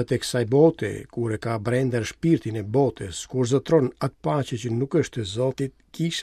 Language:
Albanian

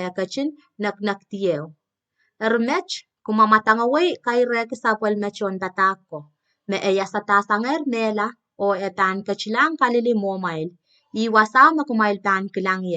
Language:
Pohnpeian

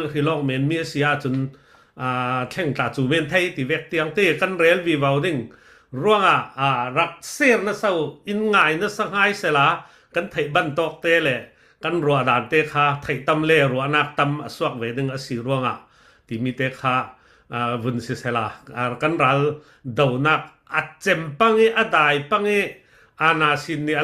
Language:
Falam Chin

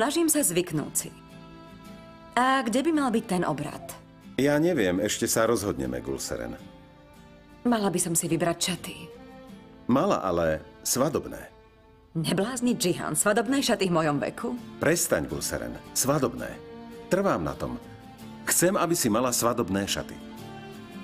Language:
Slovak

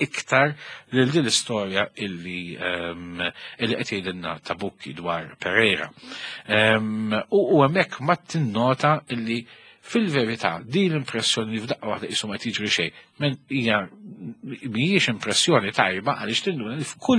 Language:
Maltese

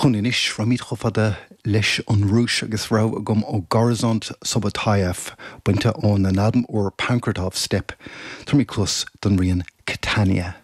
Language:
Irish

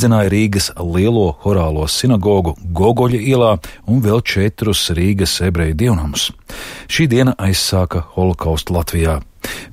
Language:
Latvian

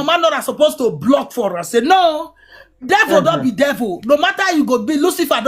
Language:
Nigerian Pidgin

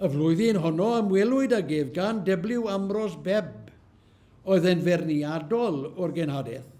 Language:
Welsh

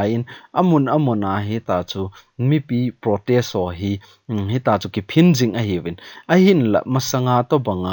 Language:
Thado Chin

